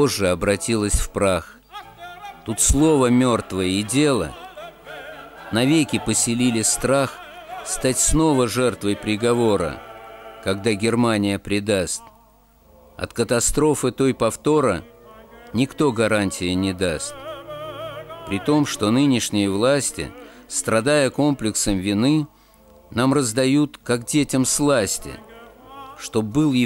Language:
Russian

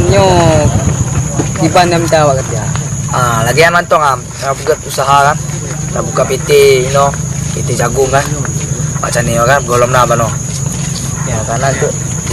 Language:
Achinese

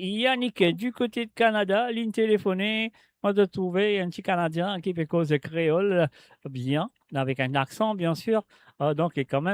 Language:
Morisyen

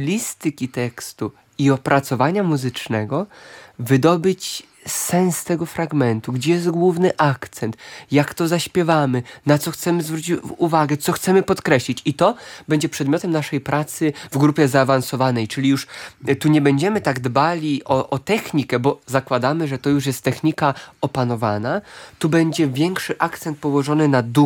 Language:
Polish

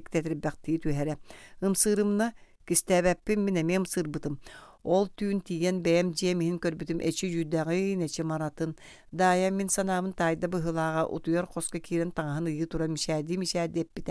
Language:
Yakut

